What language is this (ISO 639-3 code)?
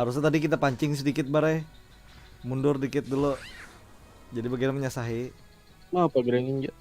bjn